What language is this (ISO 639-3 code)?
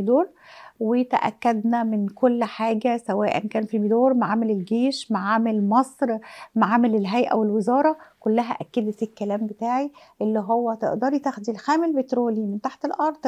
arz